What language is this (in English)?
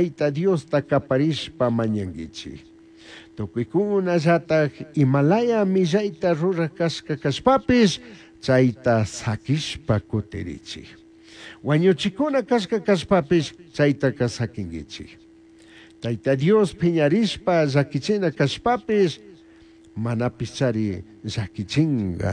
Chimborazo Highland Quichua